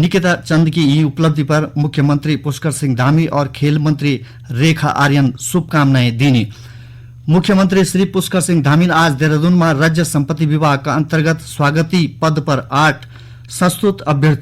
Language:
Garhwali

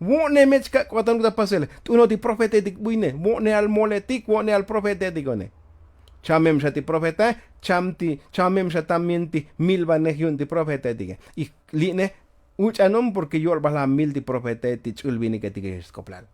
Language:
Tzotzil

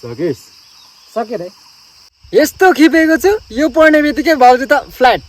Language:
Nepali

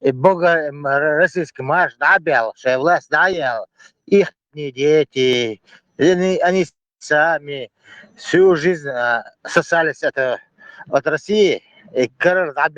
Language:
Chechen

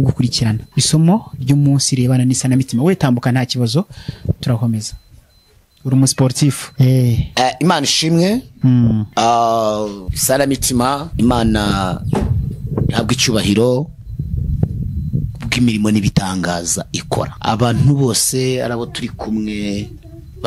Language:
Kinyarwanda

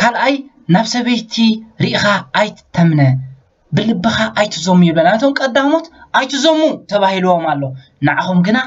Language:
Tigrinya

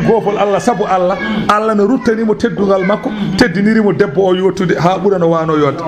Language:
Fula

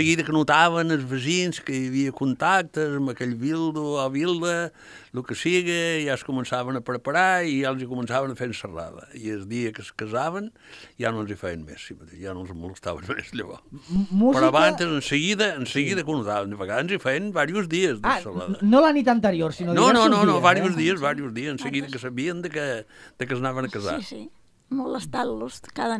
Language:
Catalan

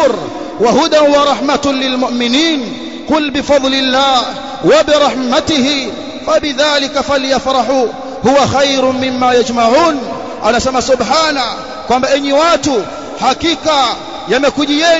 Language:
Swahili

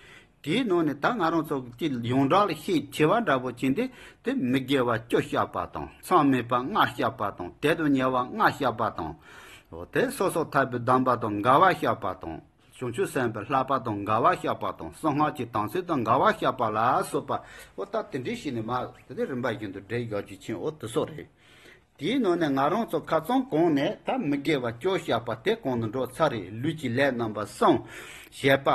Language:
Tibetan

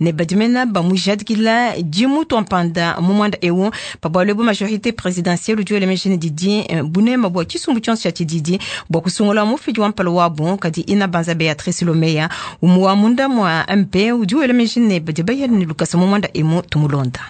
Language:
Luba-Lulua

